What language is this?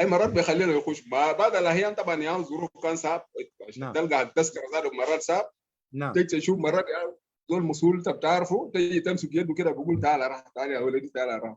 Sudanese Arabic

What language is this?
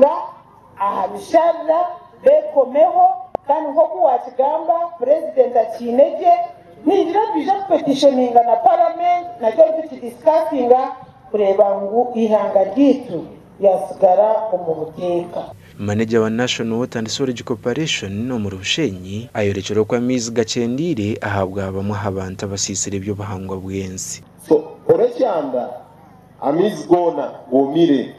Nyankole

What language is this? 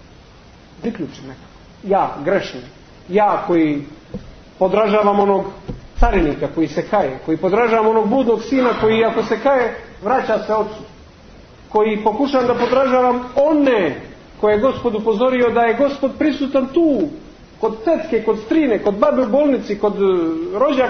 Serbian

